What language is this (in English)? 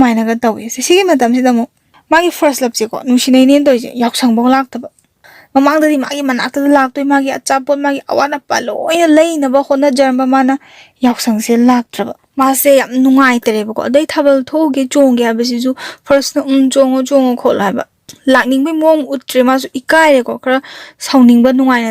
Manipuri